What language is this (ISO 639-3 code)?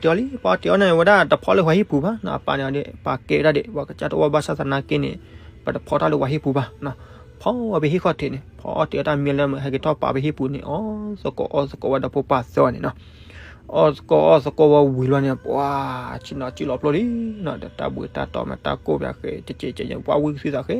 ksw